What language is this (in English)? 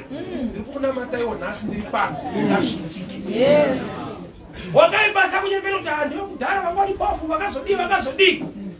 Shona